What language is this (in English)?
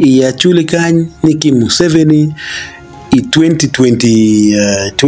Acoli